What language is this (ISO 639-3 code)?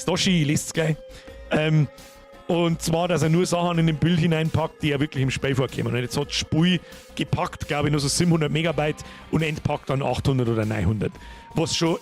bar